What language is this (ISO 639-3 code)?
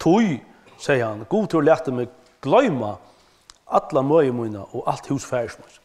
fao